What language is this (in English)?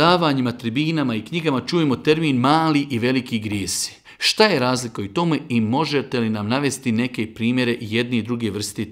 Bosnian